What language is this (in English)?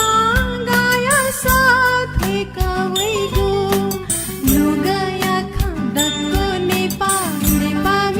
Newari